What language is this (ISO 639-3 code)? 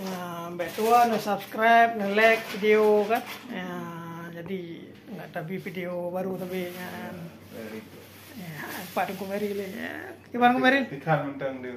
ace